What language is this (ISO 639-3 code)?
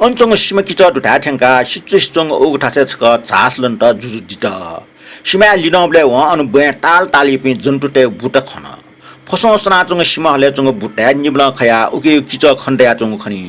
new